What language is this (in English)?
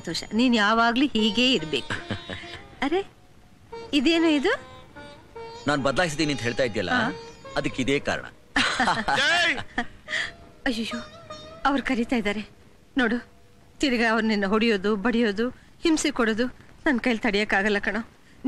Kannada